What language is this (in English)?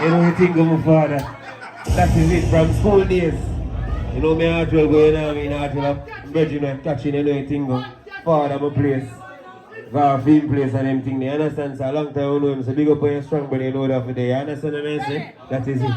Jamaican Creole English